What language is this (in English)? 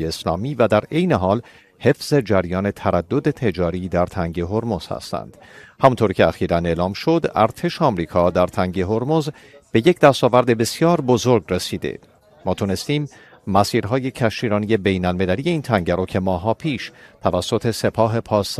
Persian